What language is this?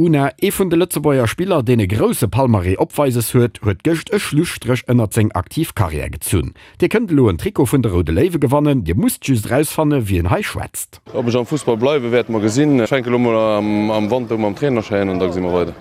Luxembourgish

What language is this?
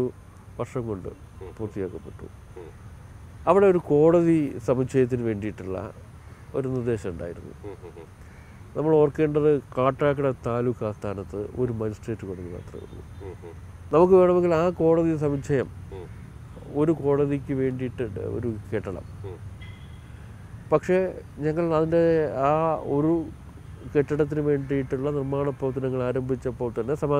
Malayalam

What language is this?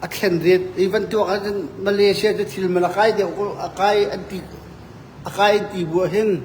Hakha Chin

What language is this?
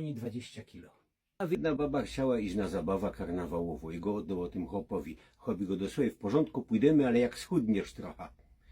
Silesian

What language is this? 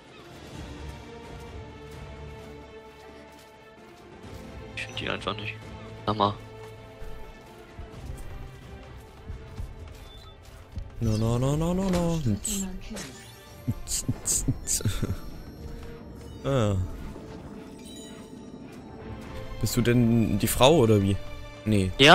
German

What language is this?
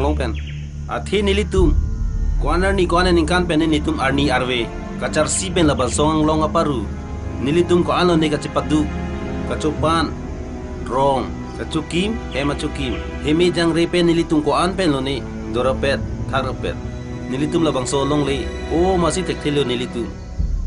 Karbi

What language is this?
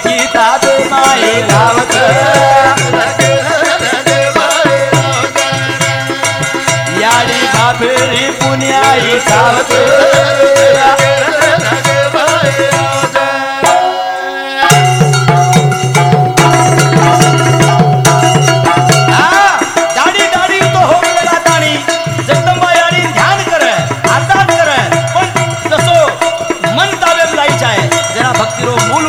Lambadi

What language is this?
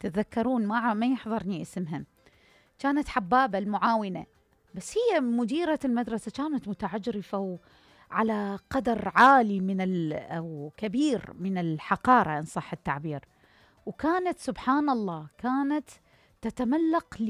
Mesopotamian Arabic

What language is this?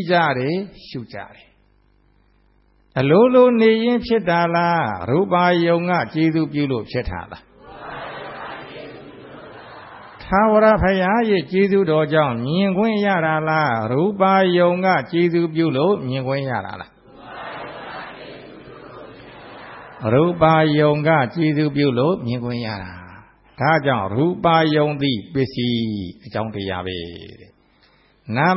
Burmese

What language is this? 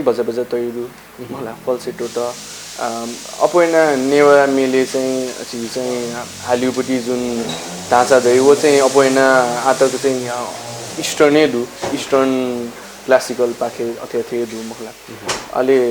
Newari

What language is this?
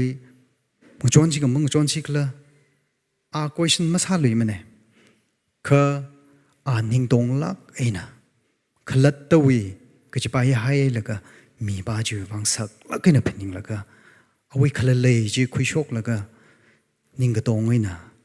Tangkhul Naga (India)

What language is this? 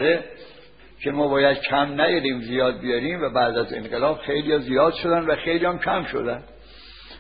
Persian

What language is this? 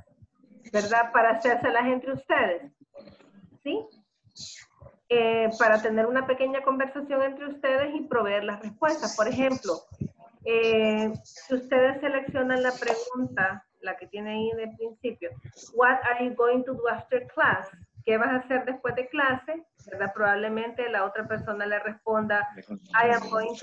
Spanish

